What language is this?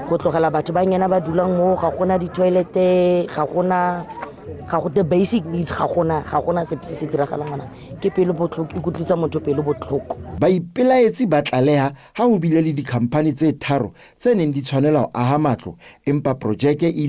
Tswana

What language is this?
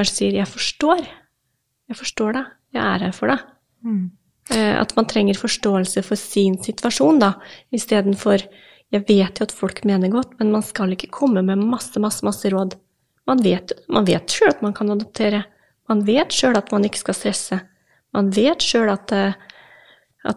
Norwegian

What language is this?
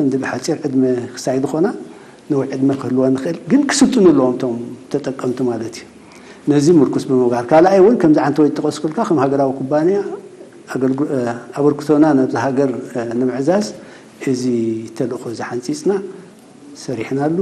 Tigrinya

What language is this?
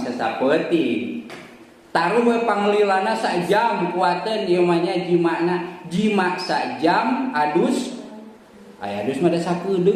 Sundanese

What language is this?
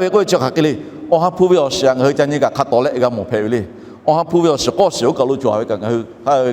Lahu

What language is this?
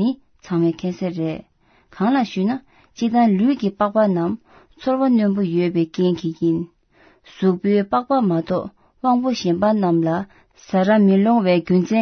Tibetan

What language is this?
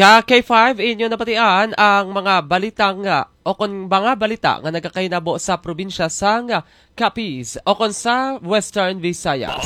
Hiligaynon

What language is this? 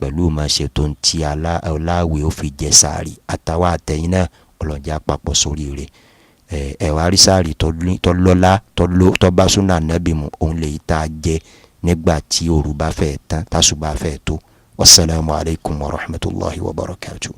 Yoruba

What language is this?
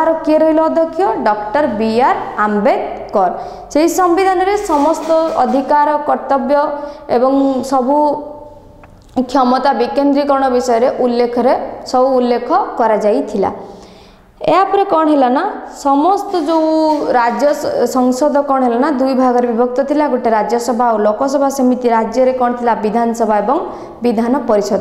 Odia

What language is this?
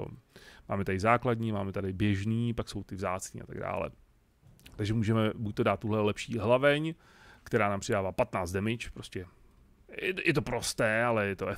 Czech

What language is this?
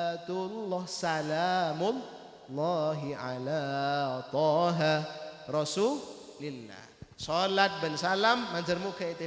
Madurese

